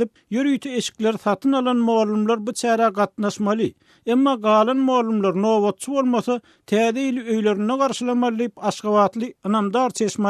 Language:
Turkmen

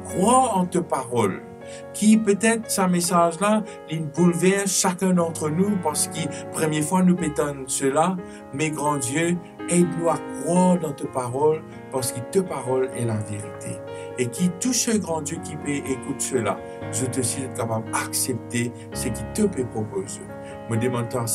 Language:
Morisyen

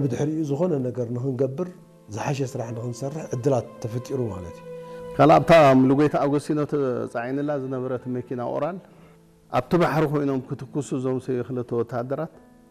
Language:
Tigrinya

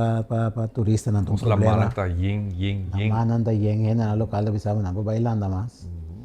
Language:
Papiamento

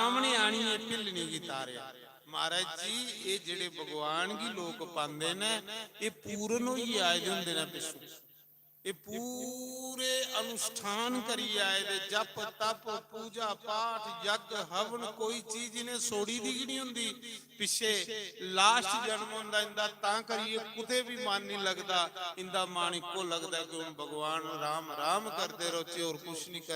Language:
Dogri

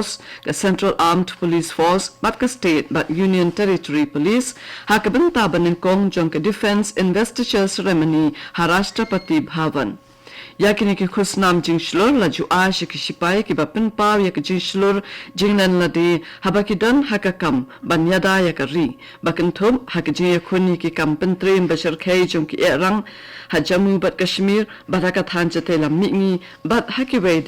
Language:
Khasi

